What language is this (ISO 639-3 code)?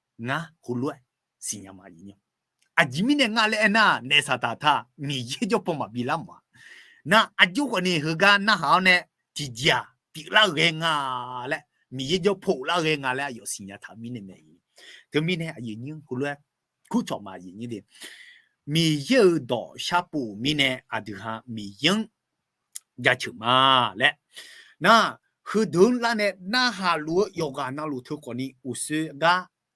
ahk